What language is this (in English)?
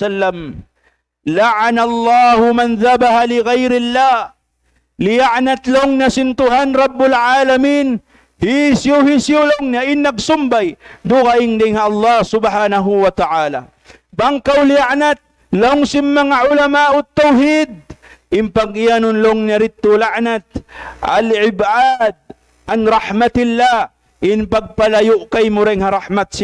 Tausug